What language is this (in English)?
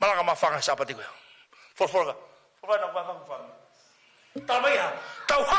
Tongan